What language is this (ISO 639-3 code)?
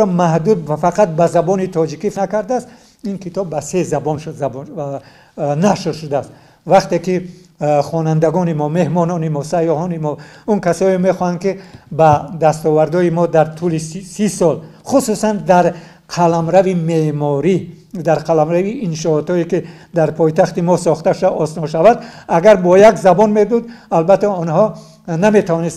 tgk